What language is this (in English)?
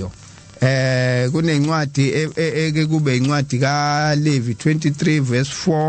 Zulu